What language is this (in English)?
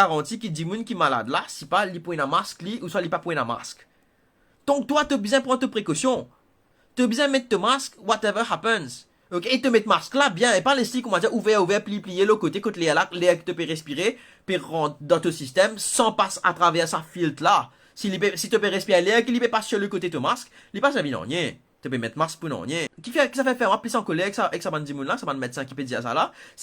Morisyen